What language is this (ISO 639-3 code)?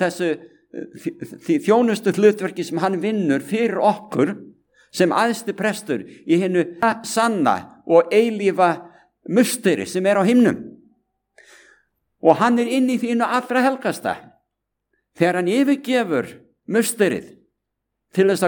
isl